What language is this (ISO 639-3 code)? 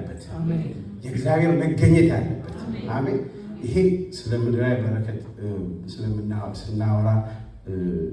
amh